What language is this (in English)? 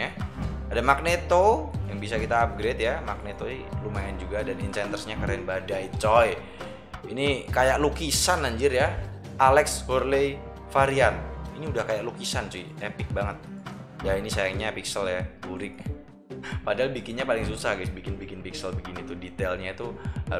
Indonesian